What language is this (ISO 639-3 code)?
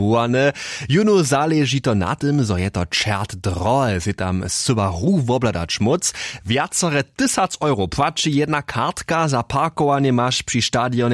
hsb